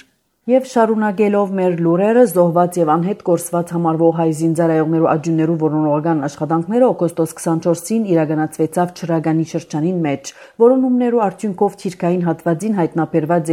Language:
Armenian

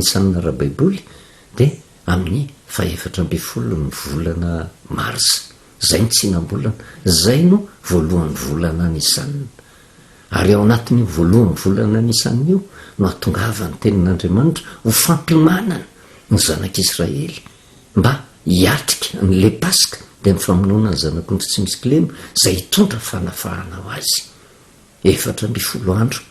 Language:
Malagasy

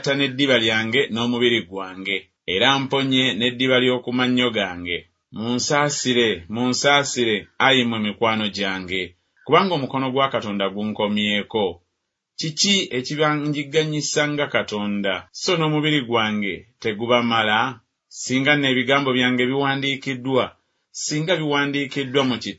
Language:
Ganda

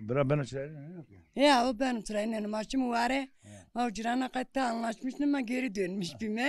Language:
Zaza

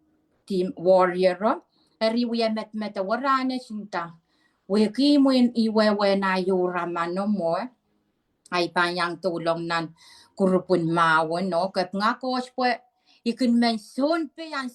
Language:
Pohnpeian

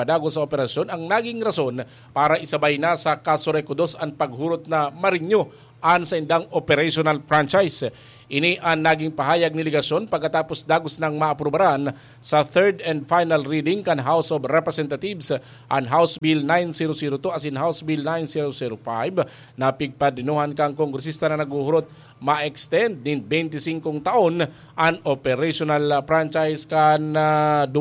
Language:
Bikol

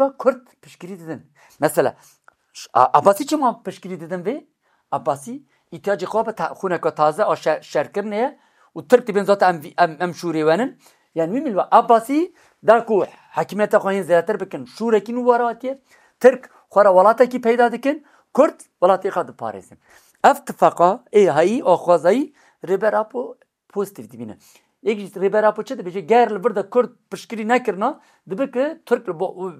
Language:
Kurdish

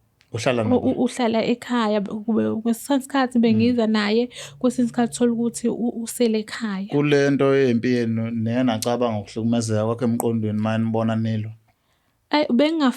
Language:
Zulu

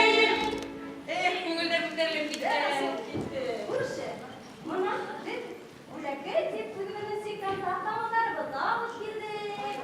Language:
Bashkir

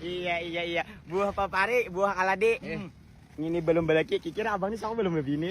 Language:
Banjar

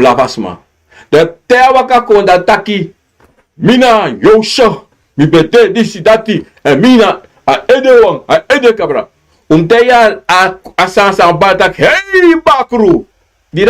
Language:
Sranan Tongo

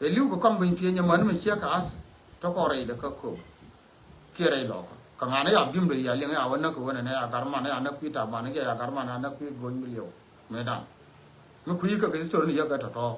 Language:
Nuer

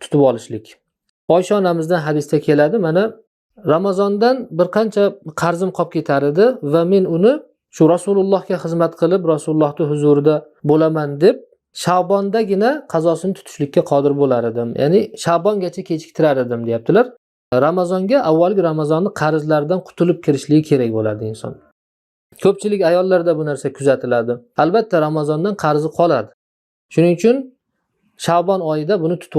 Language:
Uzbek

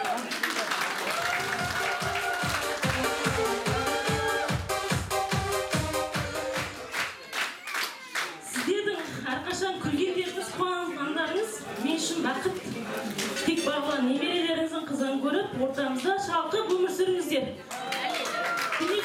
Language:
Kazakh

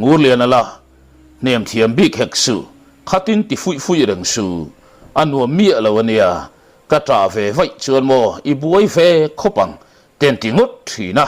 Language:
Mizo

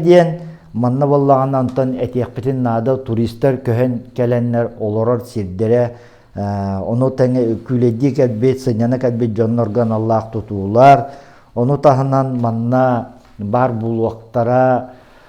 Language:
Yakut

